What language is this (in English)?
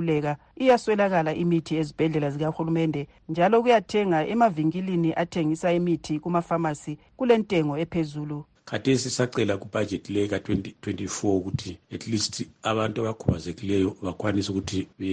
North Ndebele